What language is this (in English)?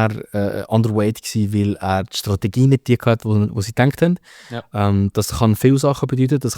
Swiss German